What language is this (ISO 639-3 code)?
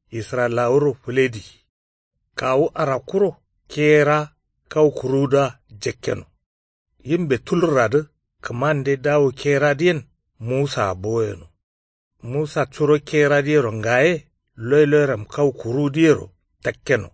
kau